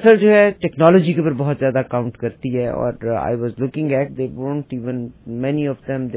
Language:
Urdu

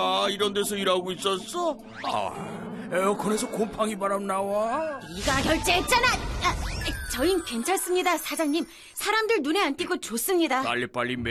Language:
Korean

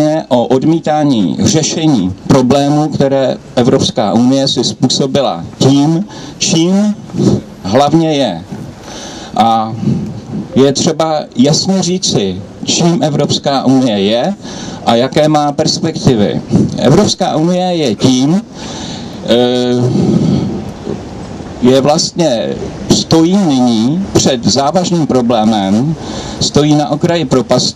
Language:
Czech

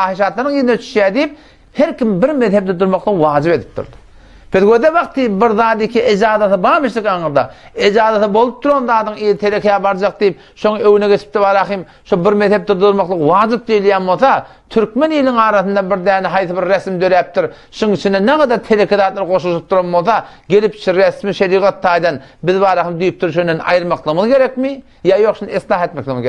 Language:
Turkmen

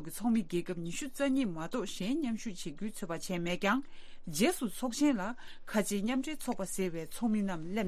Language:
Tibetan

